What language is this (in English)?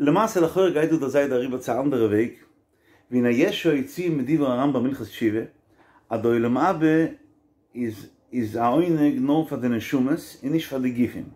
Yiddish